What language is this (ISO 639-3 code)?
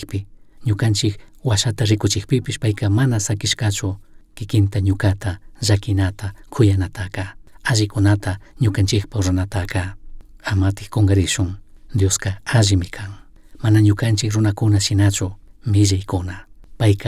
qug